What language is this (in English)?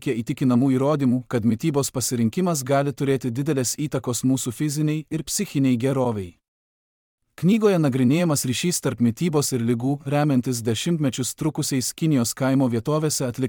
Lithuanian